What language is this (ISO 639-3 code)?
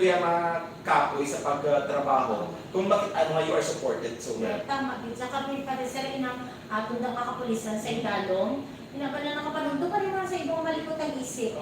hil